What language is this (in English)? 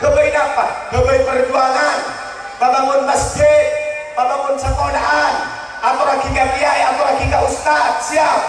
Madurese